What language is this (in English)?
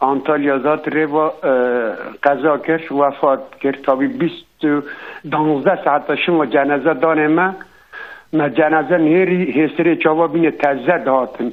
Kurdish